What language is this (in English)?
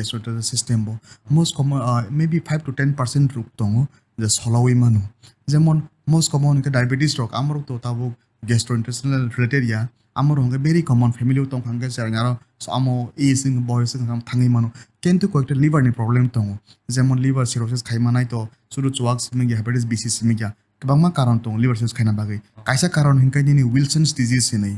Kok Borok